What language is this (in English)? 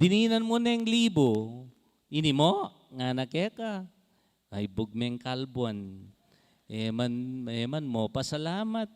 Pampanga